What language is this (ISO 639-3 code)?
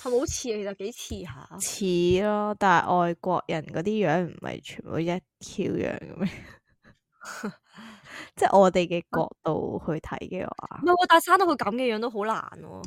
yue